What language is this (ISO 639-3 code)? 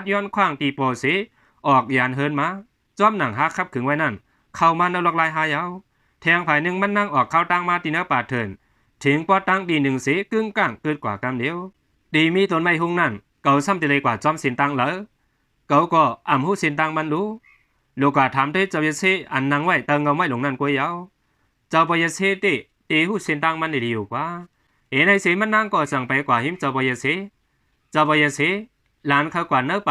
shn